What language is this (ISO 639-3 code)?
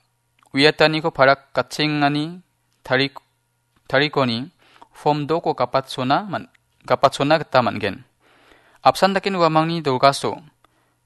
grt